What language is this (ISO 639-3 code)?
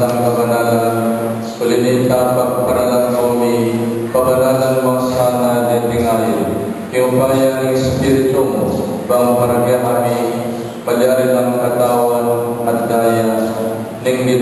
pam